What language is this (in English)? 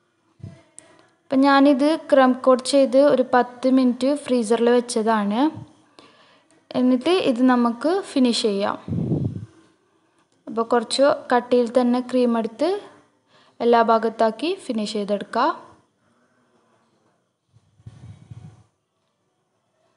Malayalam